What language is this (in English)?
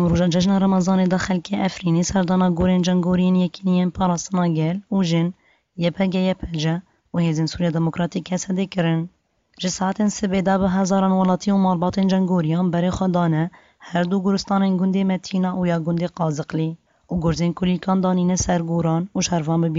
Kurdish